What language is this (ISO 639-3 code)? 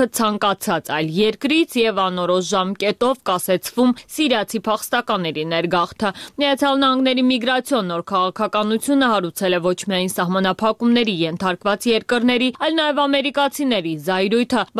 hye